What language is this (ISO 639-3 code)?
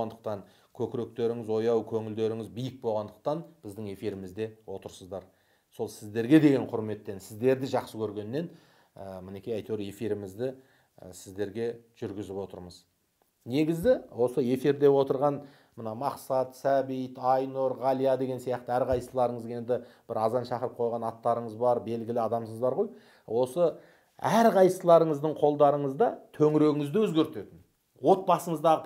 kaz